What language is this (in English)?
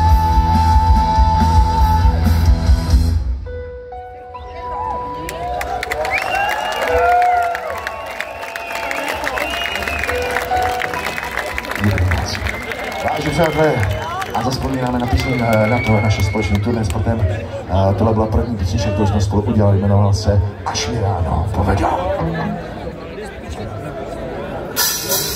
Czech